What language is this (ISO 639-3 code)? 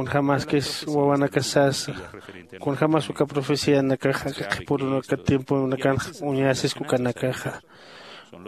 aym